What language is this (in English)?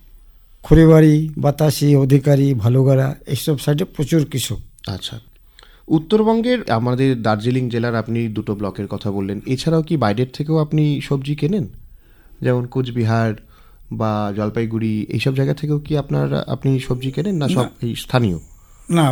Bangla